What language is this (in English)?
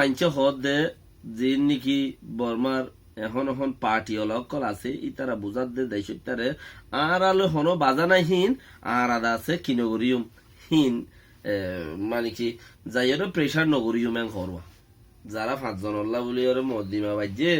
Rohingya